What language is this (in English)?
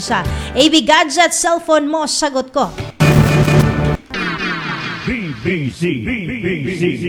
Filipino